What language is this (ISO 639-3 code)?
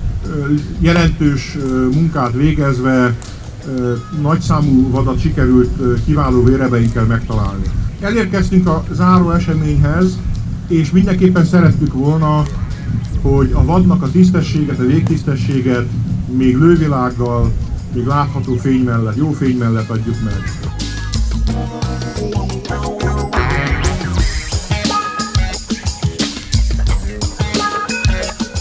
hun